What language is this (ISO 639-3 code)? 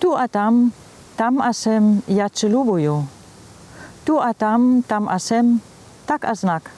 hsb